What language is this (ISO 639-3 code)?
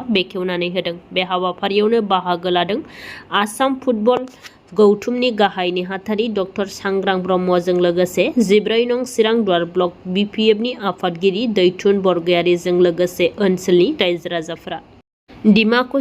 brx